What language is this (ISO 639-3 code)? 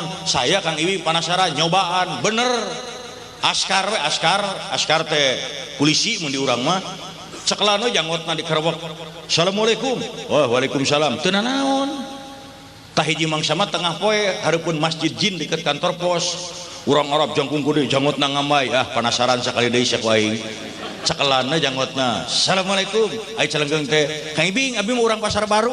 sun